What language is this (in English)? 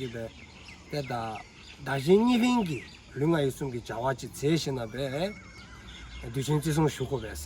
Dzongkha